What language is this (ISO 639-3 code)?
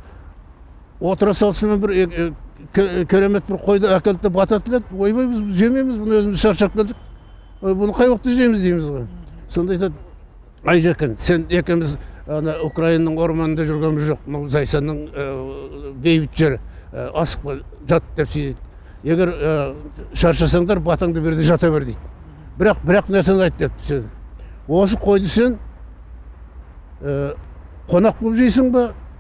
kaz